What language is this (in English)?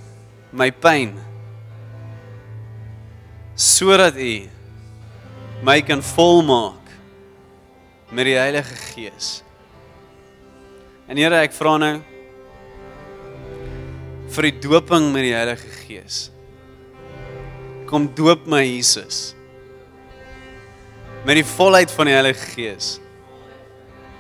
Afrikaans